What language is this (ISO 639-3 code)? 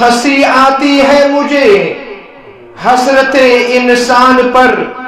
kas